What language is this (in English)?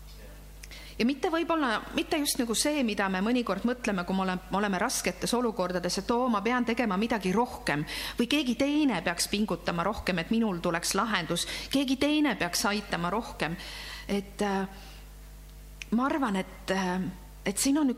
Estonian